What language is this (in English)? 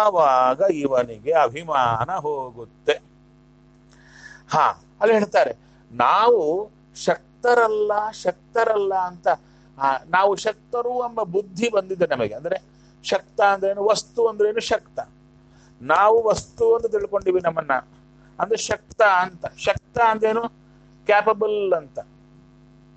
Kannada